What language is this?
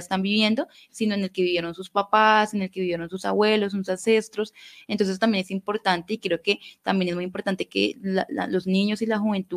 Spanish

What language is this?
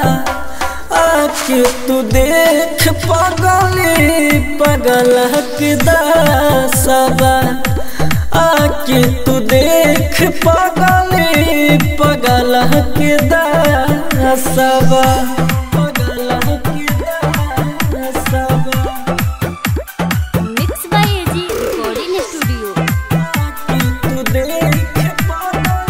Bhojpuri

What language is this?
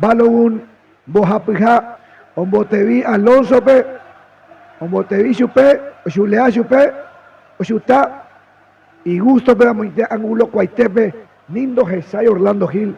Guarani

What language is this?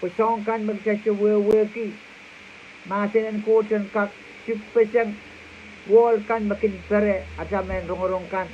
Pohnpeian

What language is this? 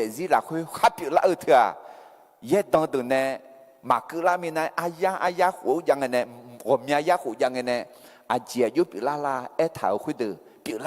Akha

